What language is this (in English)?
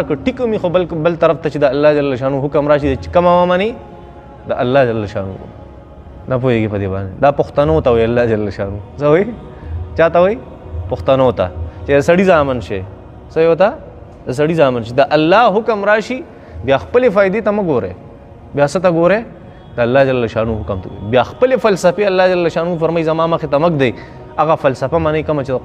Pashto